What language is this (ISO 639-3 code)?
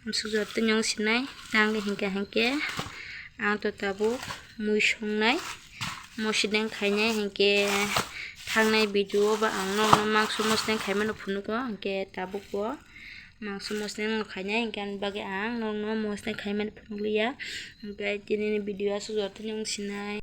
trp